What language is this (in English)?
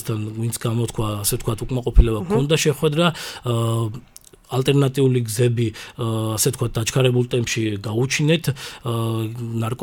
Georgian